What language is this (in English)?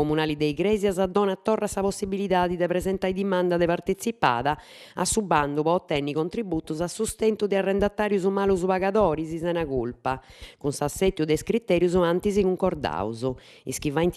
Sardinian